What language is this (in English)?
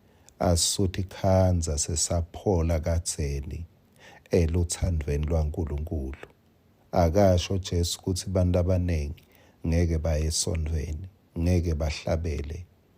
Swati